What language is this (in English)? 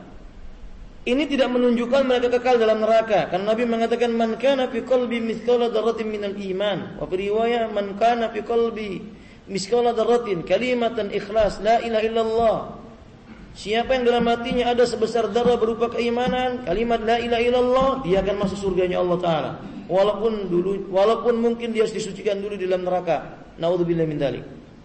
Indonesian